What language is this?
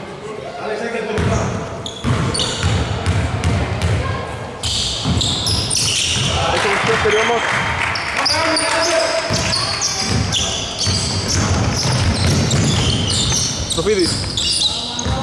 Greek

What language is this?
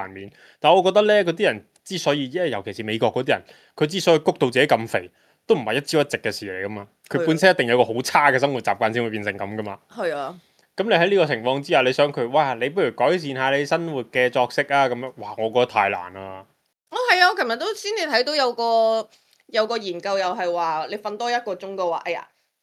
Cantonese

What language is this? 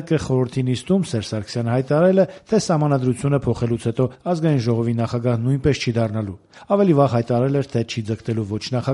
Armenian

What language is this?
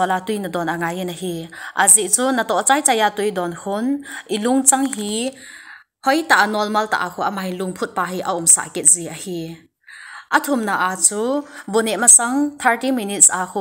Thado Chin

